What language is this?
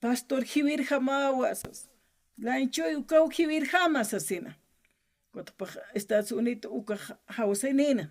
Aymara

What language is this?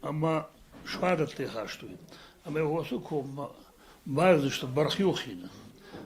Ossetic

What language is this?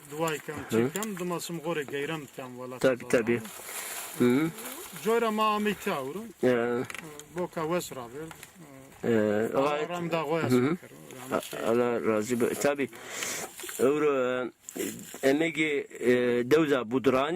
Zaza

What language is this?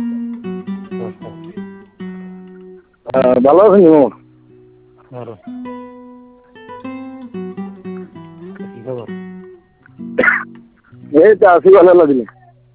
Bangla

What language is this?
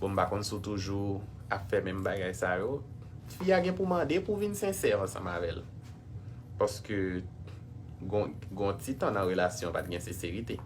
Haitian Creole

